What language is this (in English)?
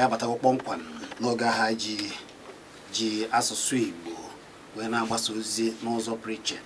Igbo